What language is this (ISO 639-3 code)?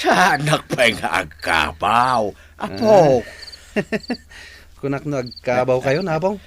ilo